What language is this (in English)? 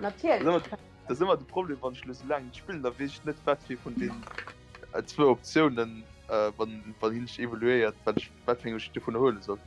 Luxembourgish